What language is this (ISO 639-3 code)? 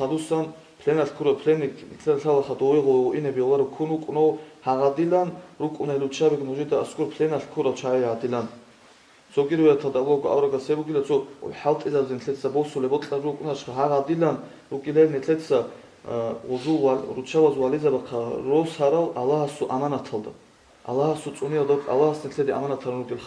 ava